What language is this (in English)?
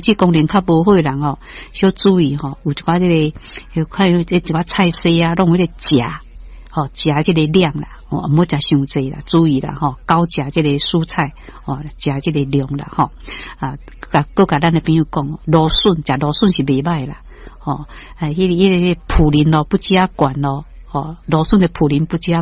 Min Nan Chinese